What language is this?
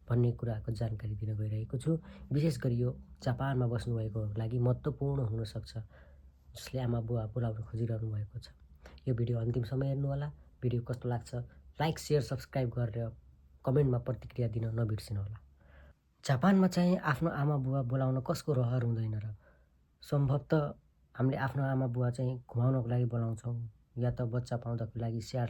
Nepali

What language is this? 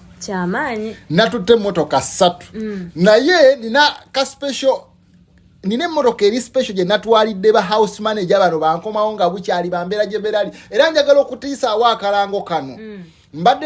Ganda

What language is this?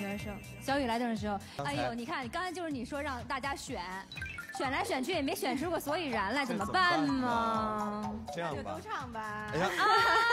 Chinese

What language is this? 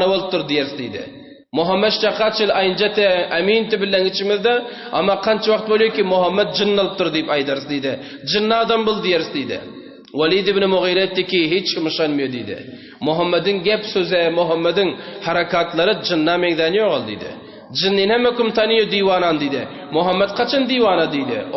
Turkmen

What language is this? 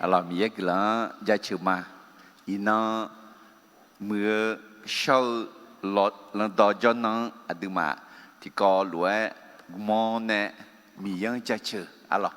Akha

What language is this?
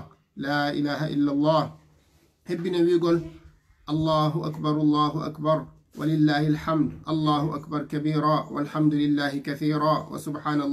Fula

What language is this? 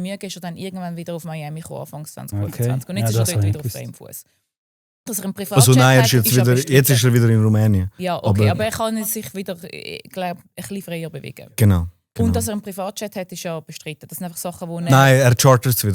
Swiss German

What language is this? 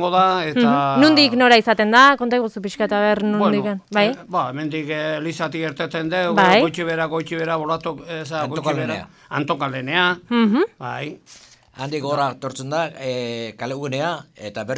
Basque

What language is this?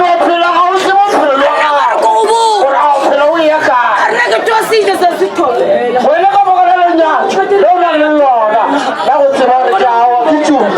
Northern Sotho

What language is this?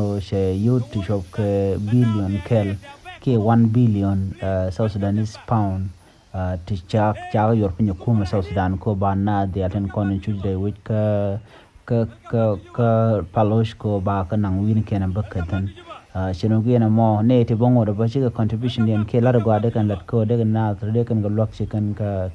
Nuer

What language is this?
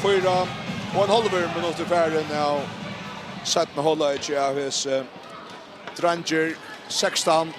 Faroese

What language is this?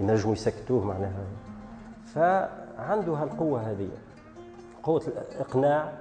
Tunisian Arabic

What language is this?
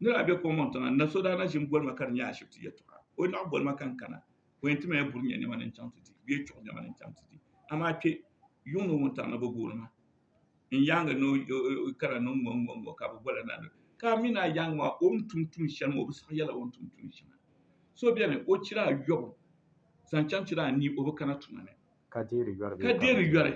Dagbani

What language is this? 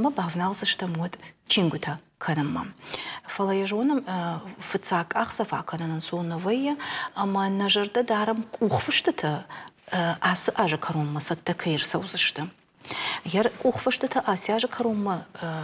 Ossetic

